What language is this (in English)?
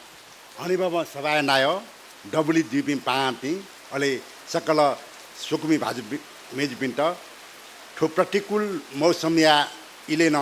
Newari